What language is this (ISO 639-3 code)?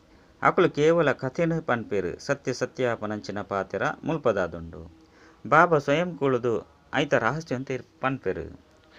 tcy